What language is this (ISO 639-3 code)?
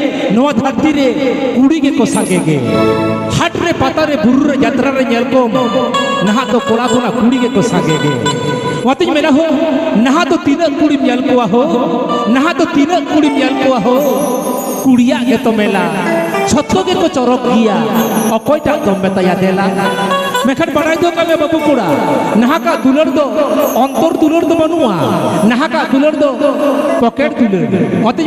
sat